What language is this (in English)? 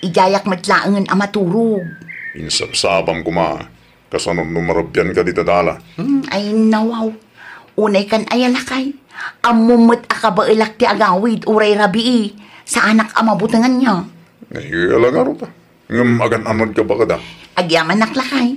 Iloko